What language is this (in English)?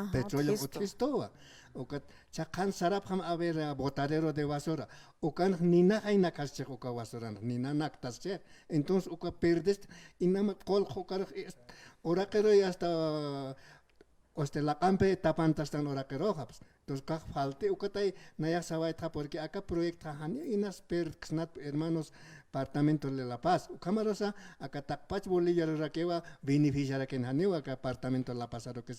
Aymara